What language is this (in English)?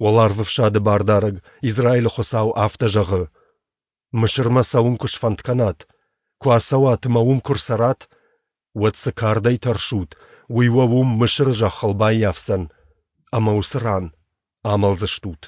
Ossetic